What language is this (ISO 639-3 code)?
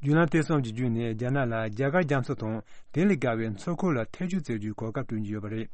bod